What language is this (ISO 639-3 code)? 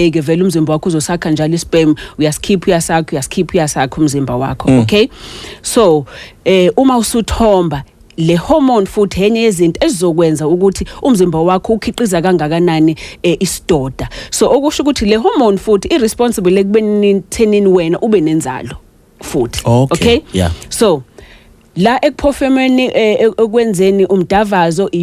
zul